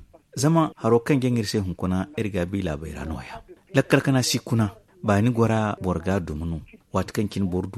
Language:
Zarma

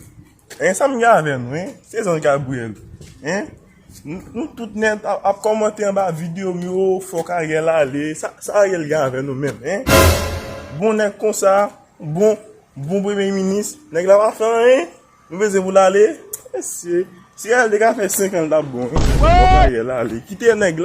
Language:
Haitian Creole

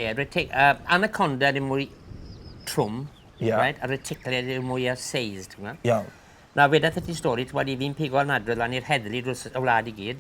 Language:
Welsh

